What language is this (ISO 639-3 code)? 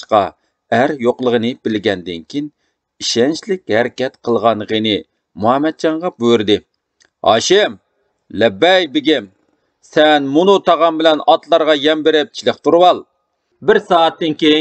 uig